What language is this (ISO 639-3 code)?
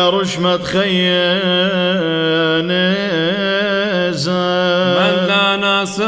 syc